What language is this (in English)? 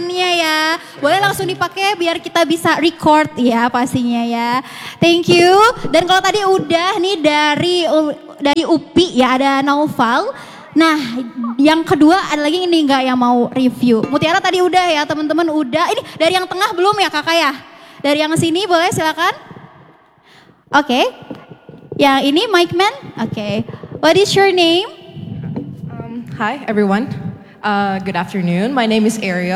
Indonesian